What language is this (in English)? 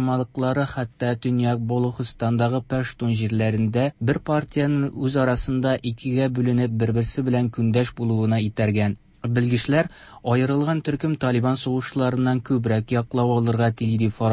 Tatar